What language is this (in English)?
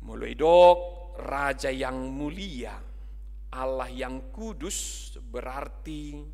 Batak Toba